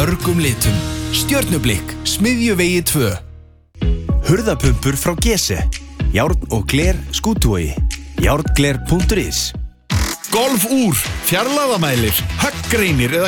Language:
Icelandic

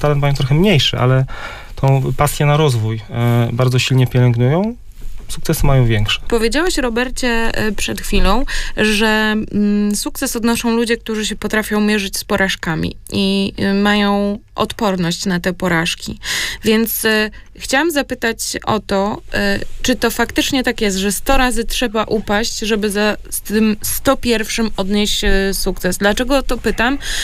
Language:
Polish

